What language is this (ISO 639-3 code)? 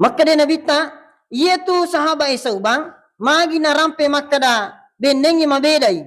bug